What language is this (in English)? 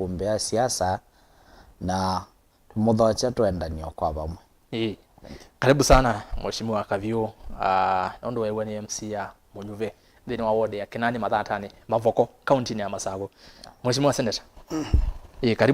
Kamba